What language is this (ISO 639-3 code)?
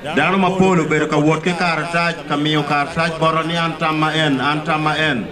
ach